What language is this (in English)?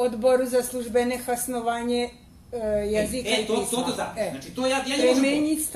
Rusyn